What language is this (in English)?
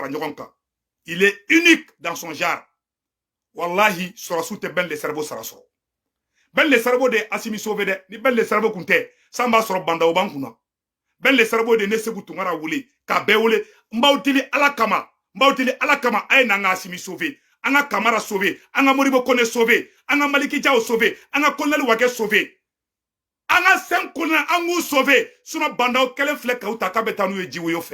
Bambara